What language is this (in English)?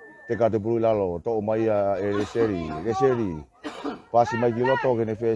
Tongan